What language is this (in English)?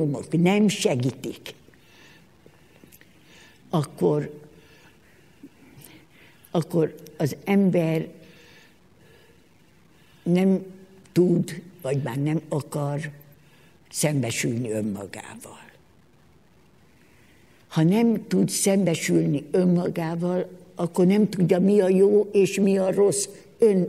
Hungarian